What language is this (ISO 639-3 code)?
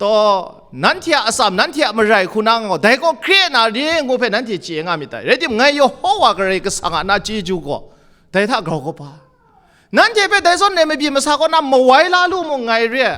kac